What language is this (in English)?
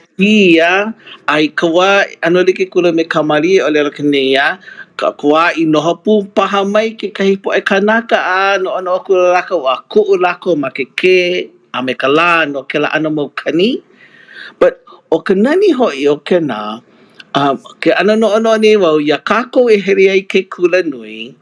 Hawaiian